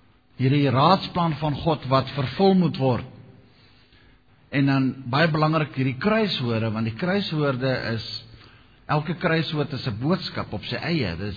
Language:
Afrikaans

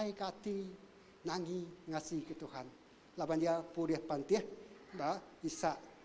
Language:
Iban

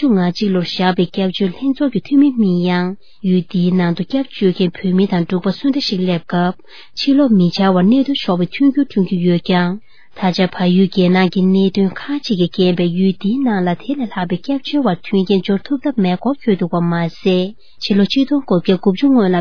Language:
Tibetan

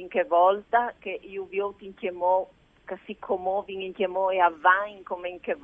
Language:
Friulian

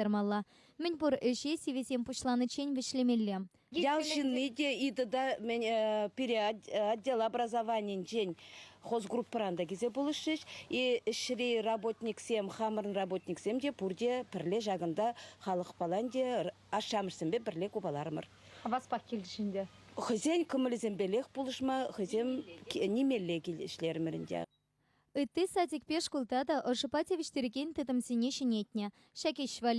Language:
Chuvash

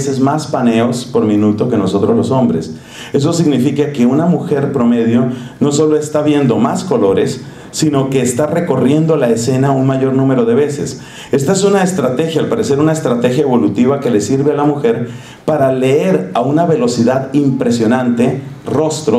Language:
Spanish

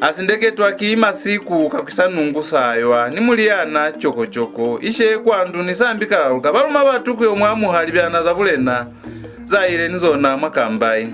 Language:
Lozi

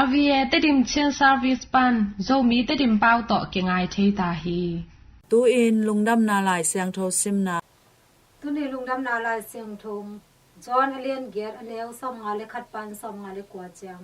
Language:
Tedim Chin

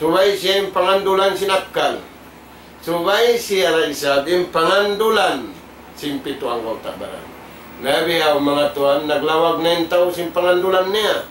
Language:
Tausug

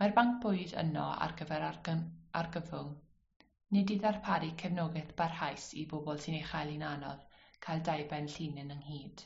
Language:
Welsh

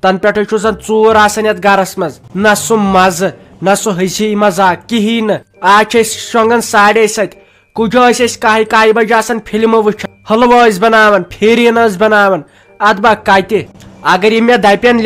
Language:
Kashmiri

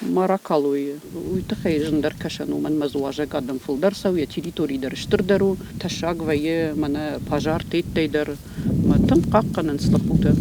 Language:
Ossetic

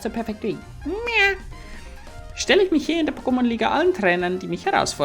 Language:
Bavarian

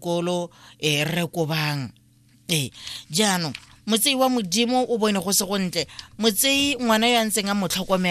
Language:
Tswana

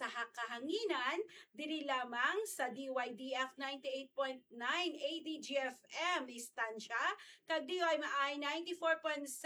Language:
Hiligaynon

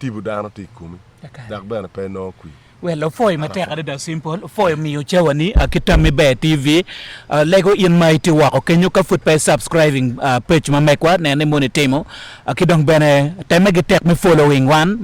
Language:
Acoli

